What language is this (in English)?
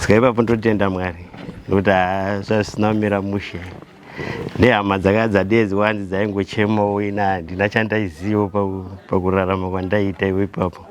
Shona